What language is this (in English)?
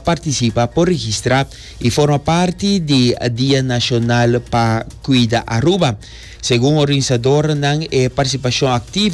Papiamento